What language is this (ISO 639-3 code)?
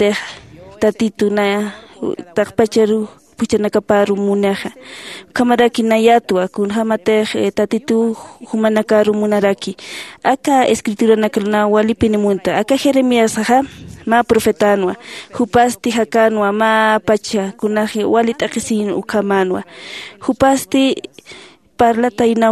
aym